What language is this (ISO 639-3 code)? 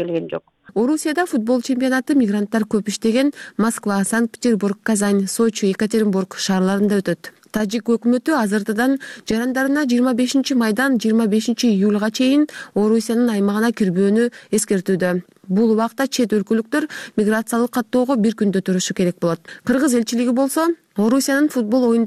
kir